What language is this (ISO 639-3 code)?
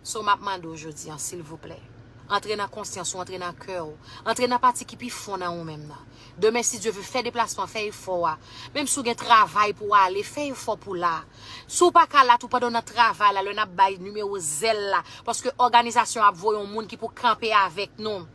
hat